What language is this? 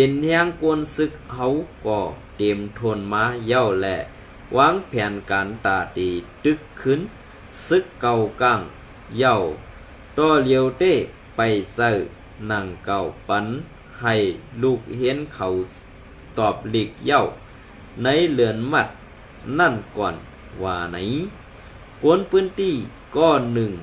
Shan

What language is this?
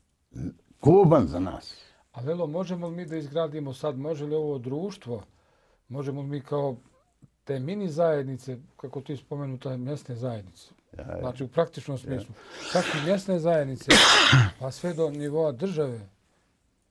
Bosnian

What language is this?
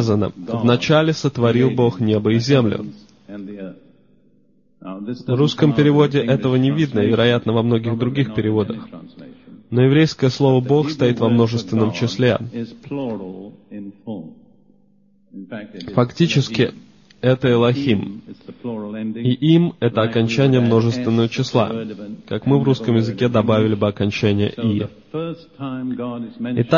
Russian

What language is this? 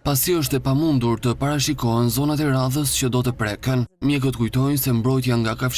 Albanian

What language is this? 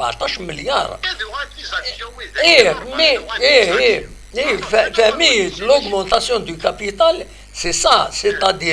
Kabyle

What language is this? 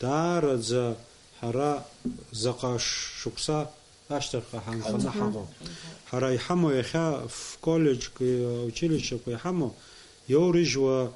Abkhazian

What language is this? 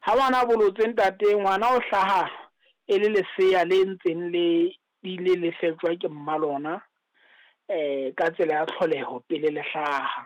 Southern Sotho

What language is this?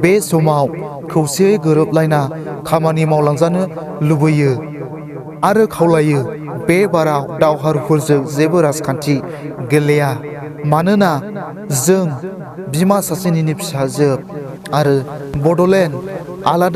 Bodo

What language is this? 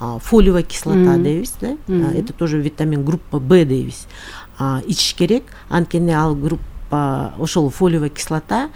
Kyrgyz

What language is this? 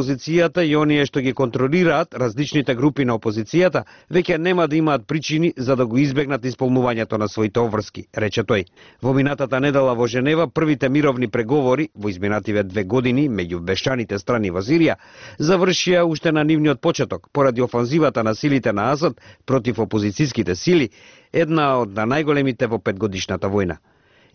Macedonian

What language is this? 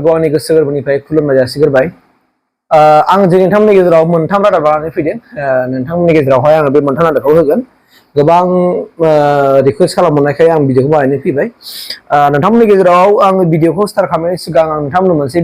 Bodo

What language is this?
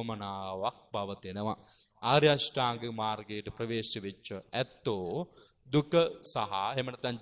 Sinhala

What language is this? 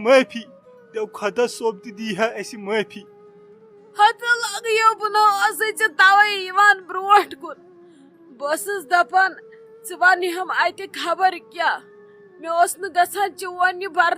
Kashmiri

